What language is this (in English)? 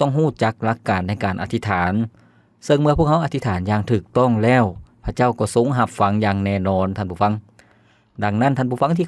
Lao